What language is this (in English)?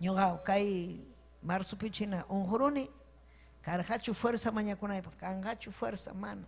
Ayacucho Quechua